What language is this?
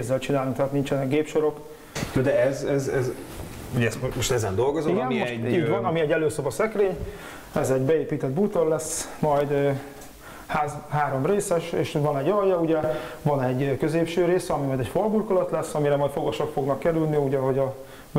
Hungarian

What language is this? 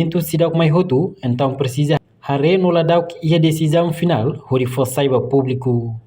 Tetum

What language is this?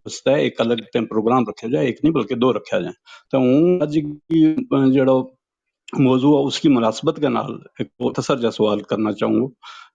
Gujari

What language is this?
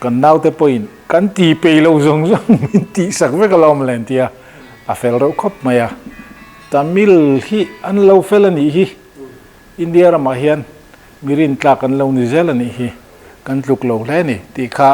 Mizo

